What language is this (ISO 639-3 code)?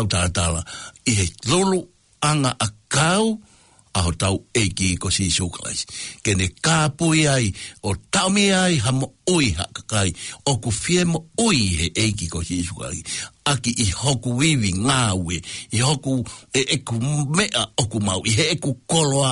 ton